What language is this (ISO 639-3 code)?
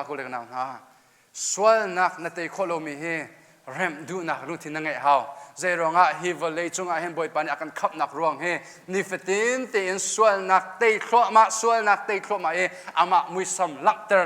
cnh